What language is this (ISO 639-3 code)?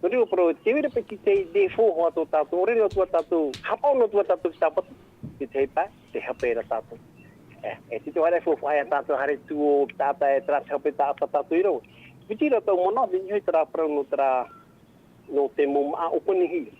tah